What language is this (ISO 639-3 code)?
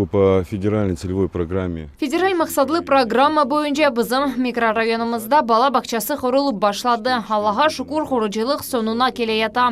crh